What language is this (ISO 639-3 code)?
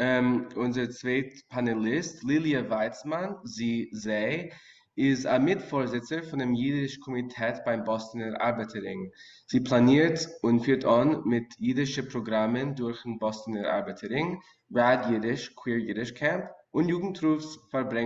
yid